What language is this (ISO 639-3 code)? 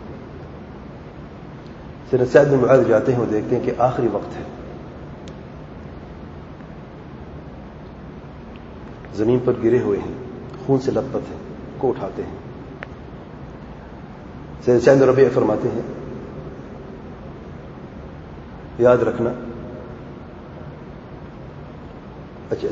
urd